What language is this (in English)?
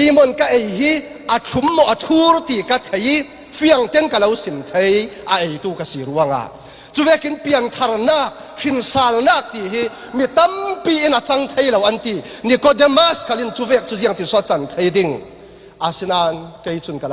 Falam Chin